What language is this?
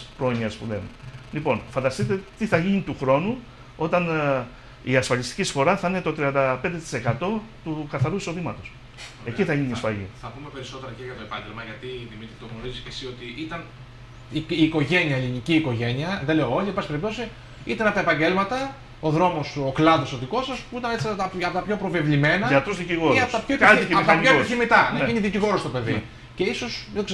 Greek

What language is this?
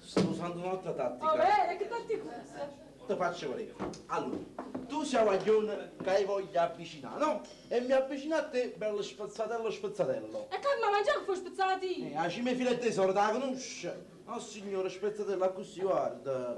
Neapolitan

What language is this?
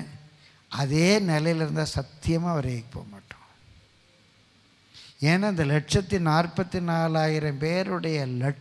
Tamil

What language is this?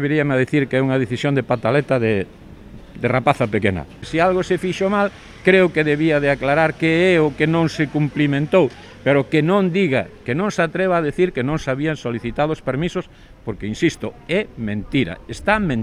Galician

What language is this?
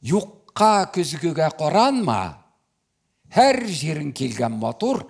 Tatar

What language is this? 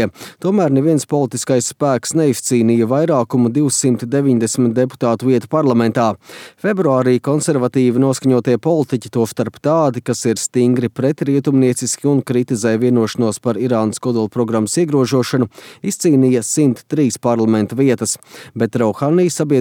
Latvian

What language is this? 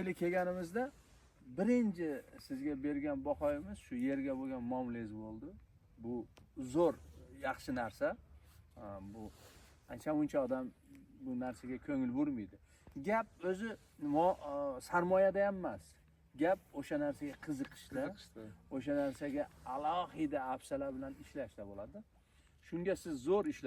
Uzbek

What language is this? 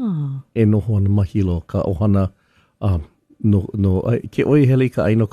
Hawaiian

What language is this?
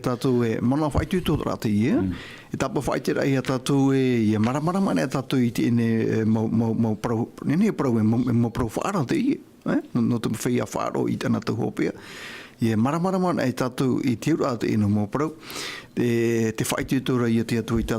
Tahitian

